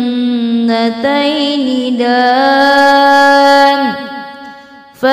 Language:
Arabic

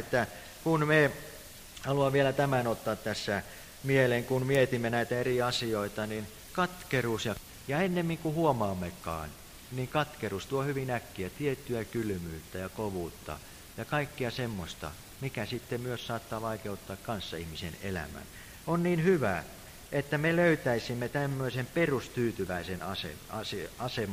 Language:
Finnish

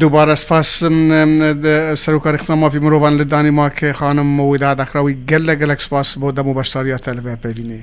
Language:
Kurdish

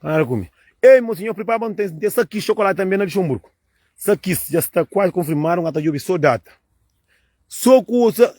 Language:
Kabuverdianu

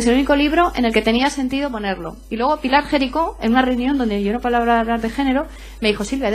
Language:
Spanish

